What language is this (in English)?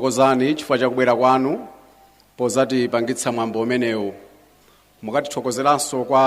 Nyanja